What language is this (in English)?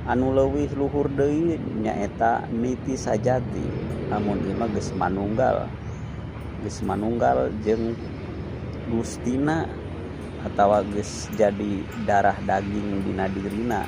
Sundanese